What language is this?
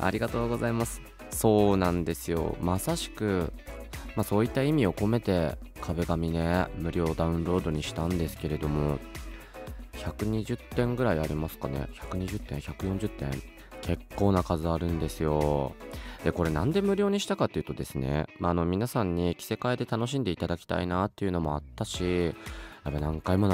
Japanese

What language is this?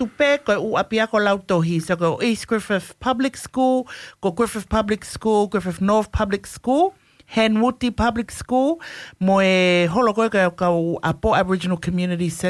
Tongan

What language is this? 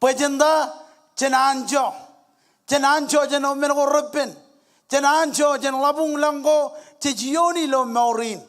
Marshallese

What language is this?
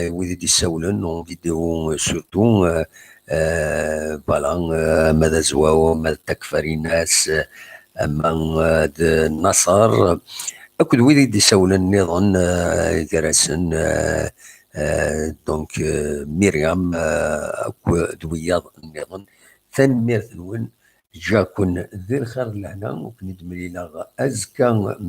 Kabyle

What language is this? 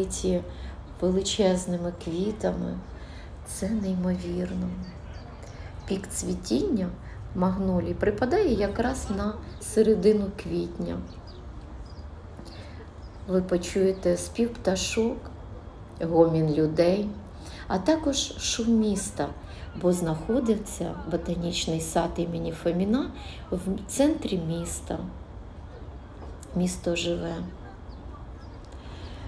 Ukrainian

